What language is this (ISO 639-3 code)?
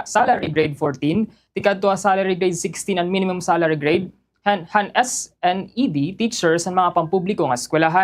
war